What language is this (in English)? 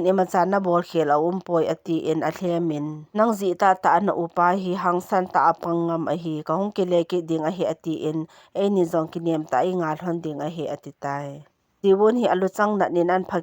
Thado Chin